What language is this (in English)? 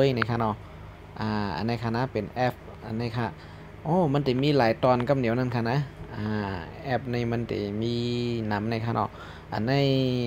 Shan